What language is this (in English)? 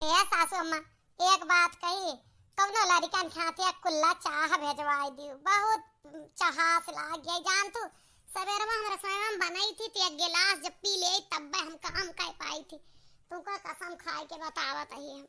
Awadhi